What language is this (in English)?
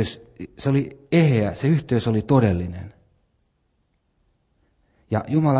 Finnish